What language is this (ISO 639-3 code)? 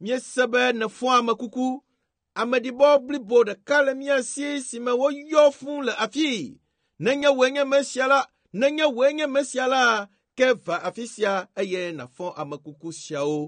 ewe